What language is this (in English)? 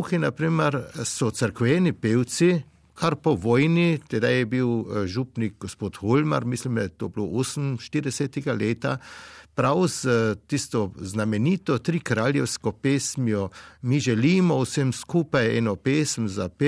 Slovenian